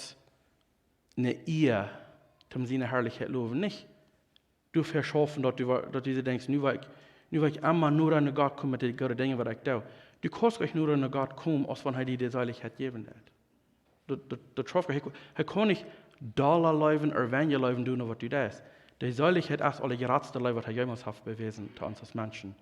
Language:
Plautdietsch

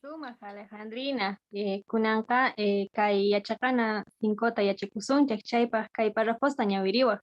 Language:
South Bolivian Quechua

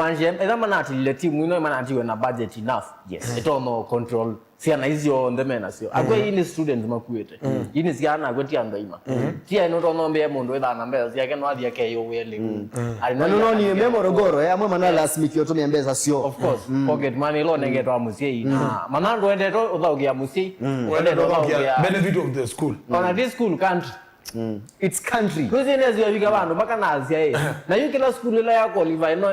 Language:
Kamba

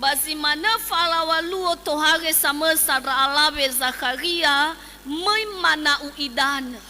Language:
Nias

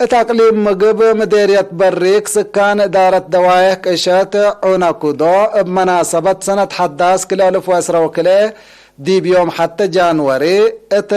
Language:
Tigre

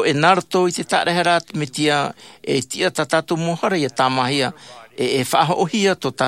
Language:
Tahitian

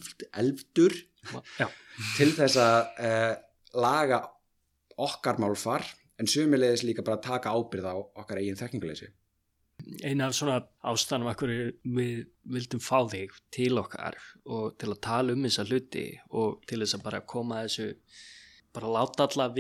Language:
Icelandic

